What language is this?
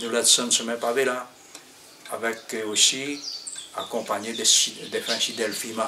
Réunion Creole French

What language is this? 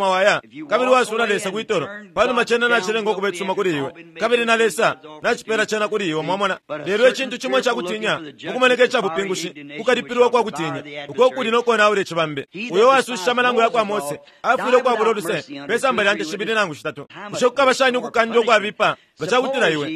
Bemba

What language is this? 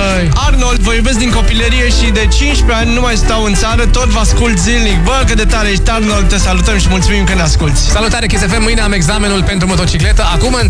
Romanian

